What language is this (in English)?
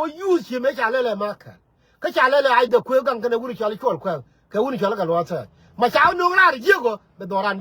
Nuer